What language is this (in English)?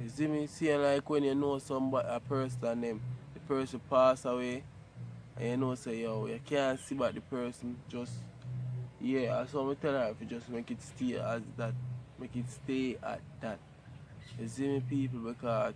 Jamaican Creole English